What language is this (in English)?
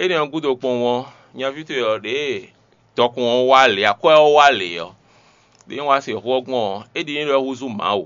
Fon